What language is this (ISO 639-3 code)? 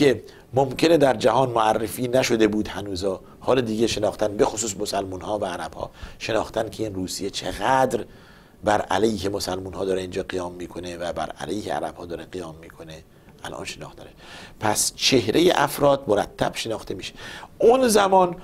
fas